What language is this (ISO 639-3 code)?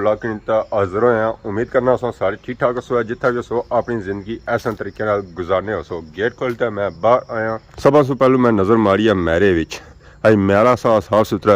phr